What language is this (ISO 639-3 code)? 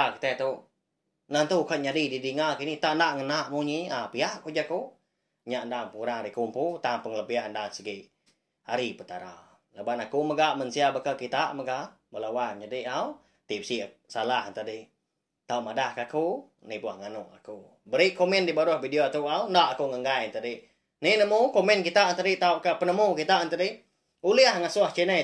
iba